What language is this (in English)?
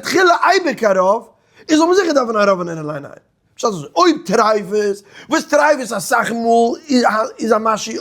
Yiddish